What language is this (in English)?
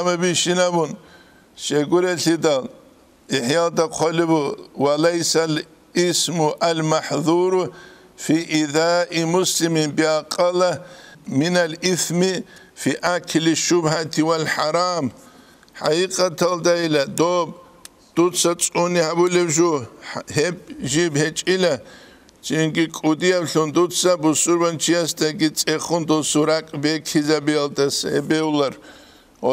Avaric